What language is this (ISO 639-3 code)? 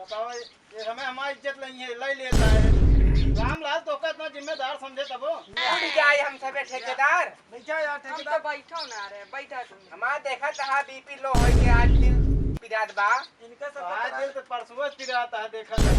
awa